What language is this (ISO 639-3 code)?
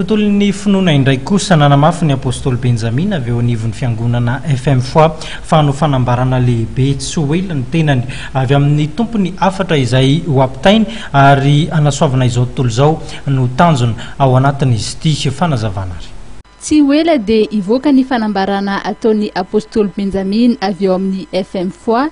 mlg